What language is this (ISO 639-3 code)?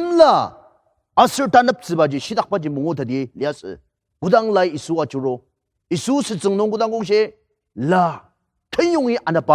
njo